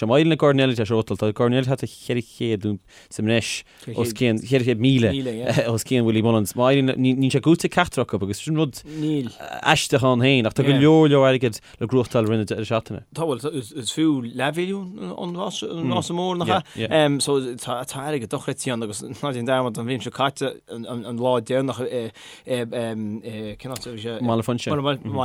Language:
Irish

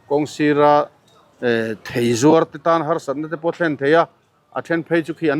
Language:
Mizo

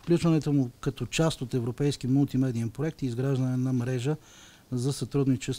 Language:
Bulgarian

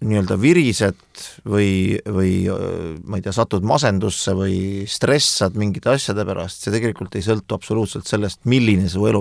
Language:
Estonian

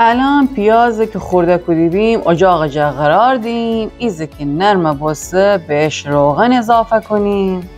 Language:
Gilaki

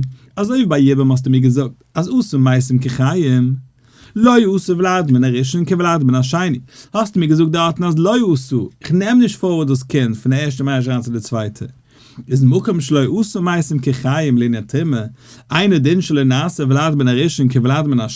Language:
Yiddish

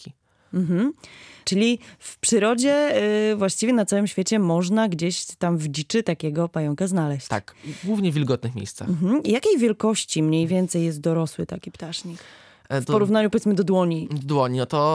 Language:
Polish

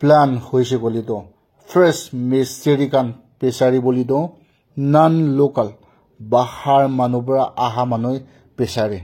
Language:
Naga Pidgin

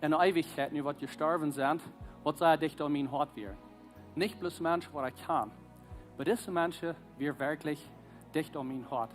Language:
Plautdietsch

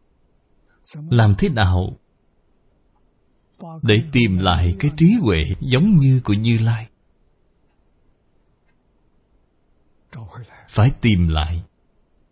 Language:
Vietnamese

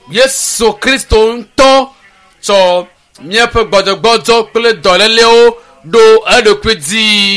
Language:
Ewe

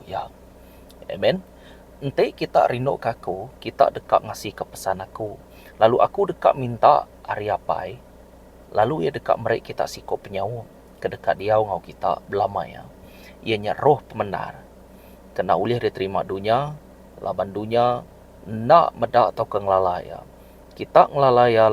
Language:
Iban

